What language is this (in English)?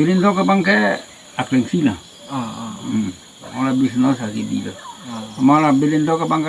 Karbi